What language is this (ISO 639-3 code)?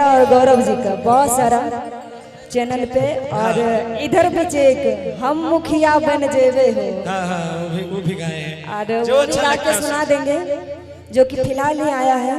mai